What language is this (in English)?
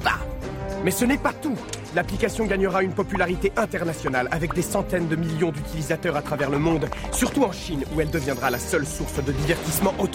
French